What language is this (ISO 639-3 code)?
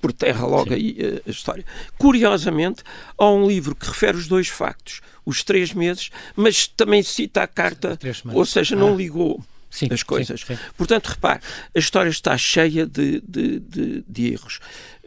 por